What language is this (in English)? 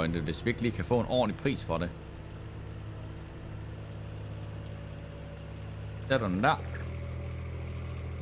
Danish